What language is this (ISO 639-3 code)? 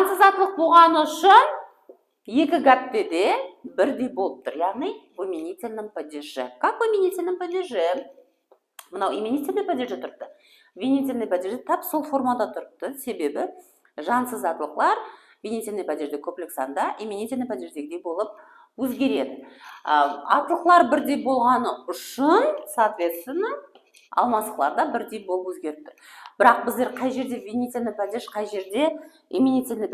kaa